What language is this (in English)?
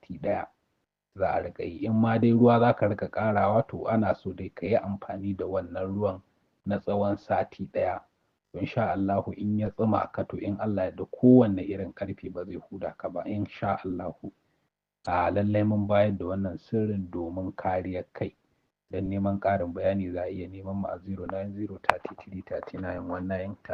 Hausa